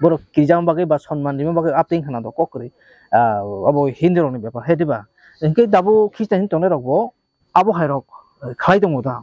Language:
Kok Borok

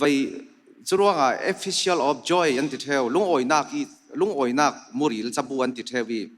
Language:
Falam Chin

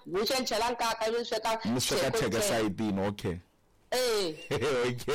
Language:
Tsonga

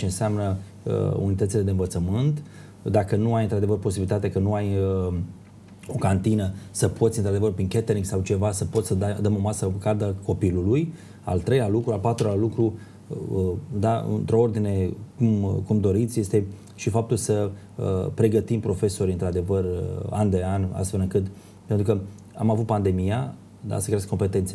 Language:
Romanian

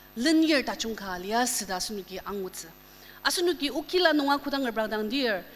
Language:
Ao Naga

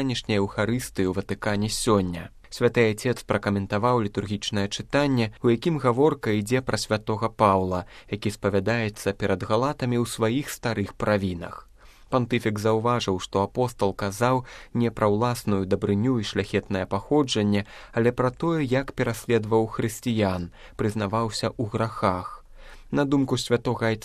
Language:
Belarusian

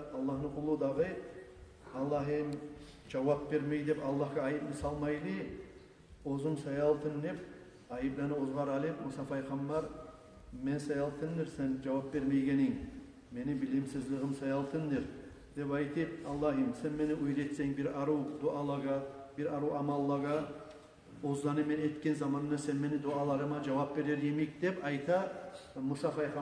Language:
Kumyk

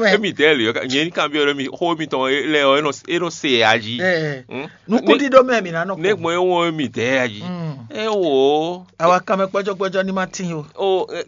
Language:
Fon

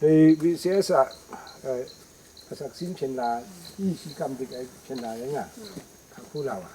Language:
Kachin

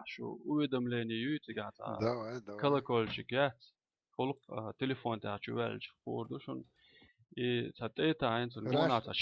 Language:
Chechen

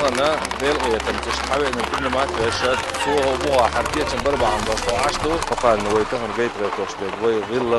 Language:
Chechen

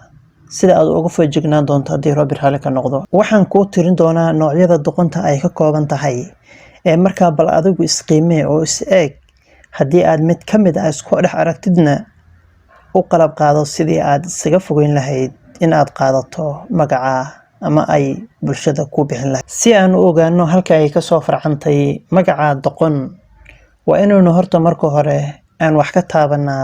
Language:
Somali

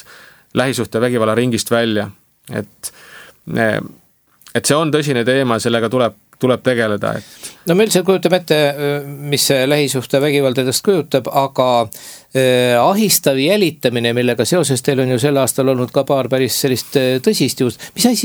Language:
Estonian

